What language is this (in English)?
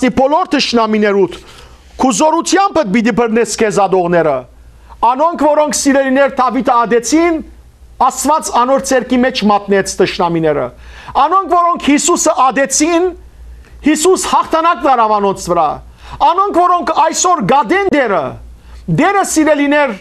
Western Armenian